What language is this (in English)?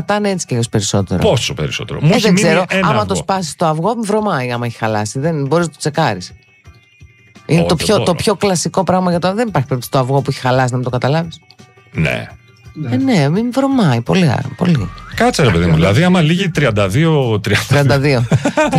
Greek